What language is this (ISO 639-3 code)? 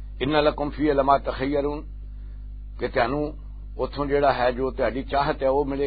lah